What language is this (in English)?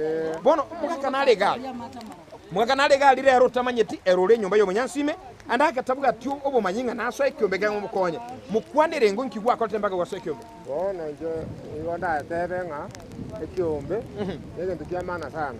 Gusii